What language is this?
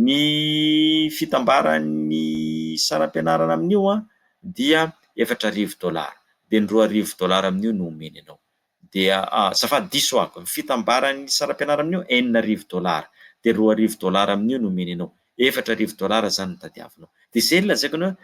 Malagasy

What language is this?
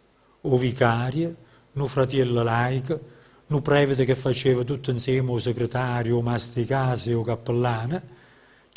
Neapolitan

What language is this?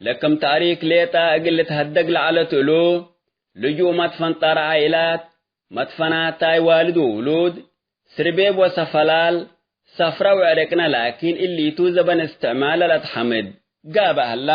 Tigre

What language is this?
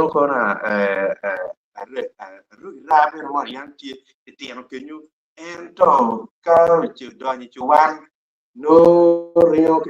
Acoli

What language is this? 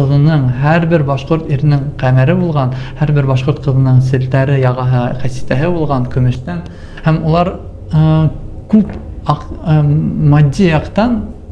Bashkir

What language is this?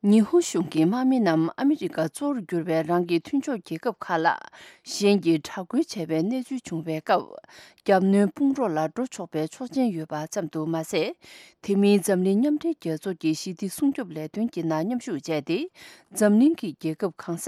Tibetan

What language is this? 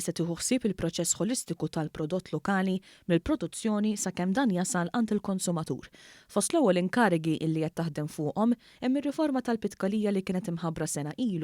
Maltese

